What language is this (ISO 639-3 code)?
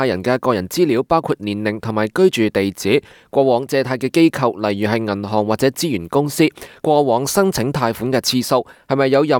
yue